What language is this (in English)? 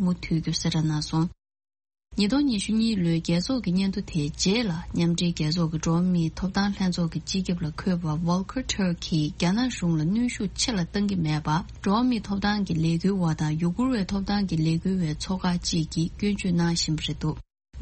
Tibetan